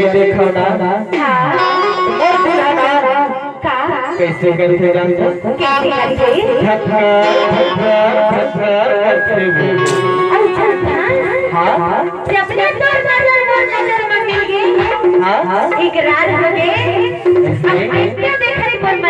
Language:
Chhattisgarhi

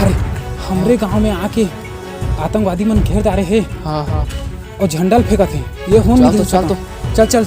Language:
Chhattisgarhi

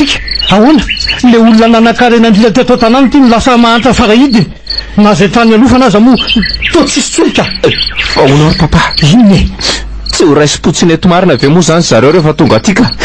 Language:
Malagasy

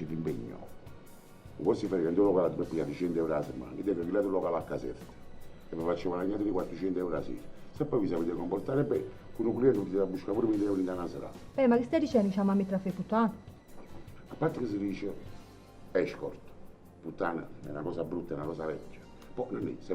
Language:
Neapolitan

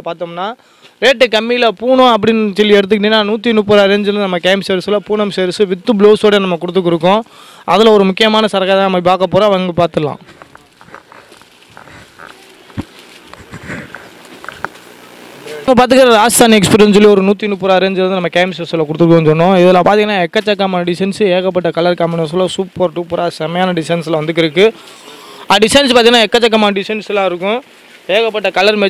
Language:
Tamil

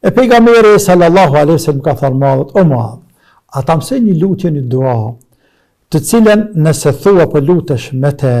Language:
Albanian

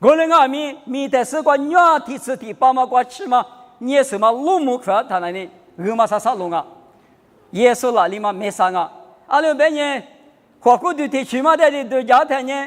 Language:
Lisu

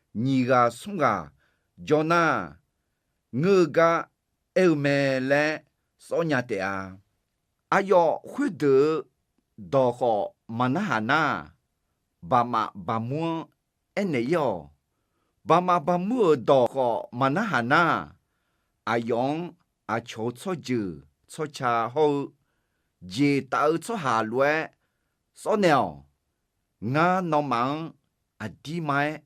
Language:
Akha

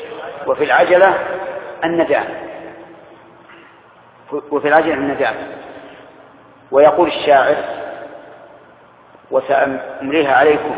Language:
Arabic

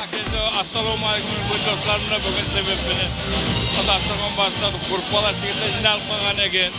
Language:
Kara-Kalpak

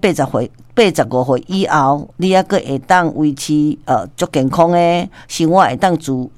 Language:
Min Nan Chinese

